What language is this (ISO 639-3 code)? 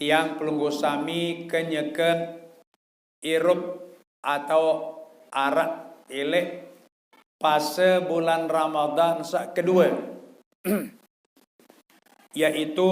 sas